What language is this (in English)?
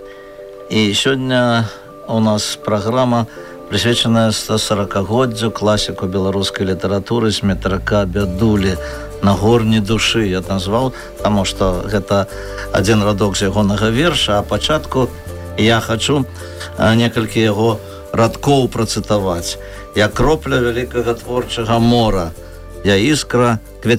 Belarusian